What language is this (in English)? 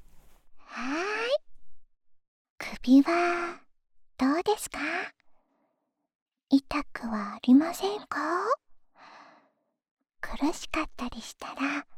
Japanese